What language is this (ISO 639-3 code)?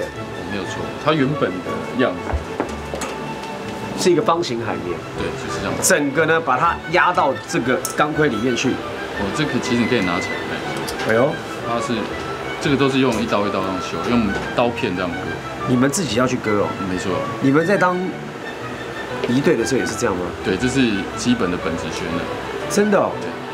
zho